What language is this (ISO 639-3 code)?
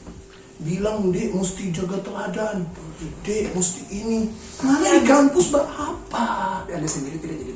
xmm